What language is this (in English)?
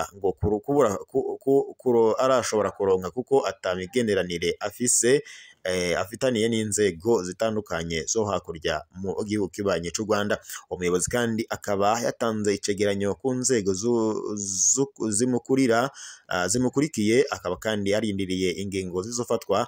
Rundi